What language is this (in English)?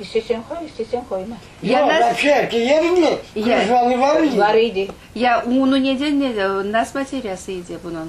Crimean Tatar